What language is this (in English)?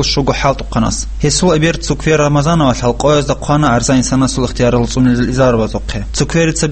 Avaric